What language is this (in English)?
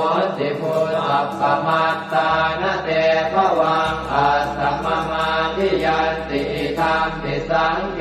Pali